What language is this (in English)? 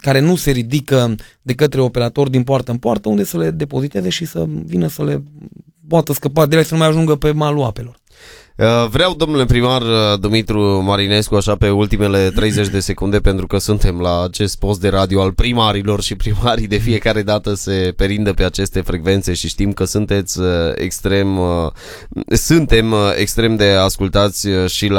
Romanian